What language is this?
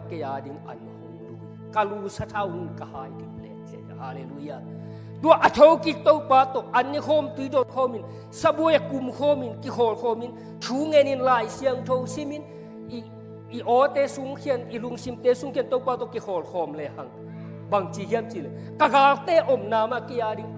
Tedim Chin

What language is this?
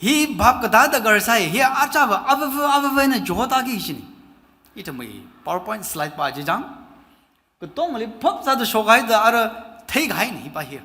Tangkhul Naga (India)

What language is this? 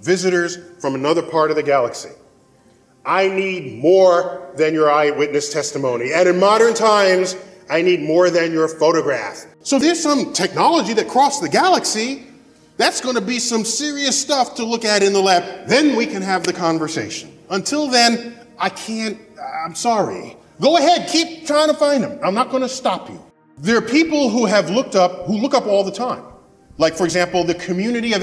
English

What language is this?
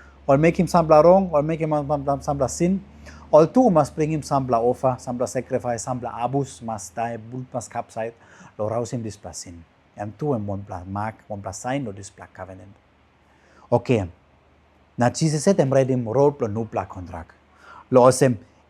Tok Pisin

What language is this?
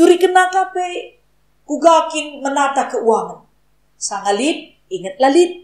Batak Karo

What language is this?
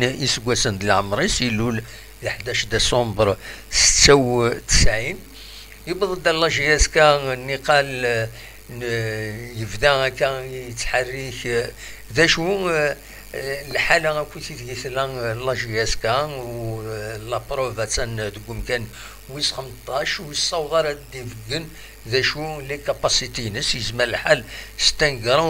Kabyle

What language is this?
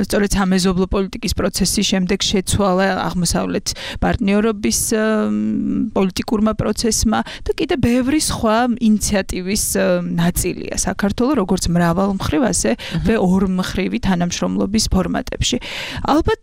Georgian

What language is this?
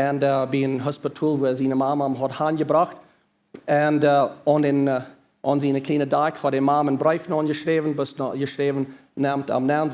Plautdietsch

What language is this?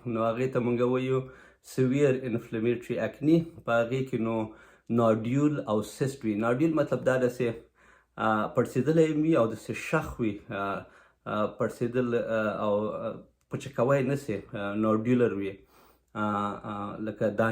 Pashto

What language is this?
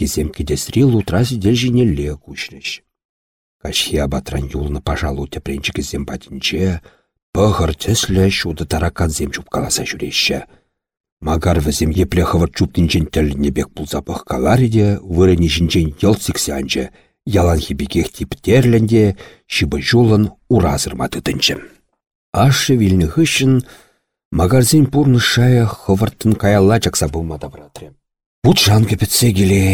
Chuvash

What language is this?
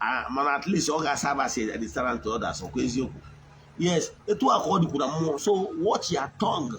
Igbo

